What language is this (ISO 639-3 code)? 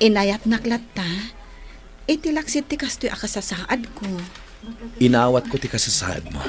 ilo